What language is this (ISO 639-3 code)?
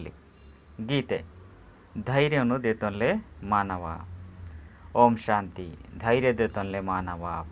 tcy